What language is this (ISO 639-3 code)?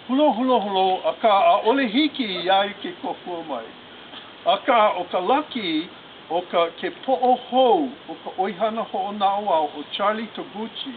haw